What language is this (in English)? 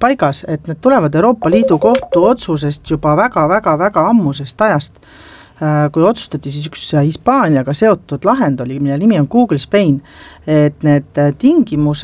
Estonian